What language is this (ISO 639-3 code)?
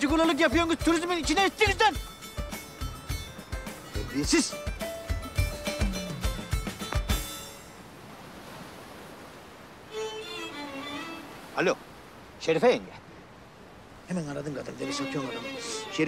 tur